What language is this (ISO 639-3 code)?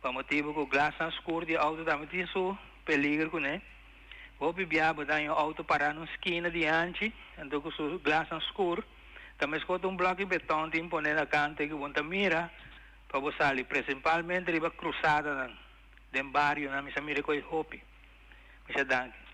pap